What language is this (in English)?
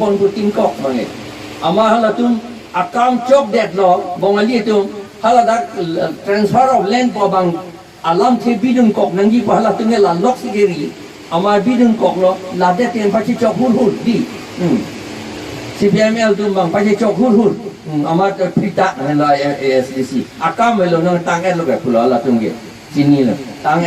Karbi